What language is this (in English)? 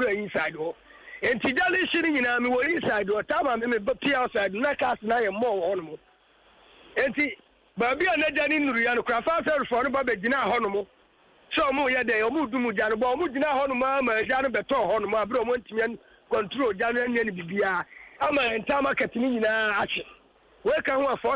Akan